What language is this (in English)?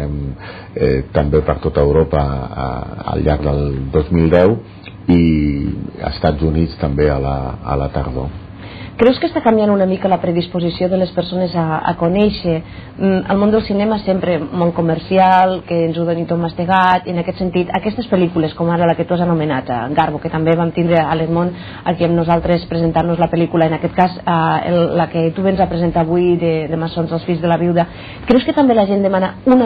Catalan